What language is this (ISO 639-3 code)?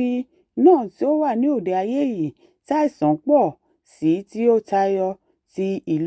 yor